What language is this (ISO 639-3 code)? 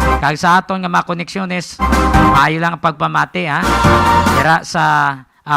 hil